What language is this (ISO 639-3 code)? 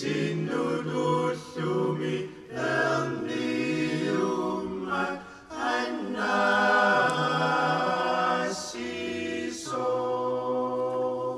kal